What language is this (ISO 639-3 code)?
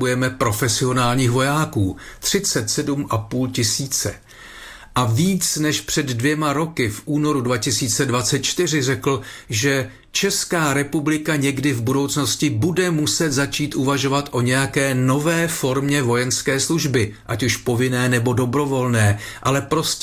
ces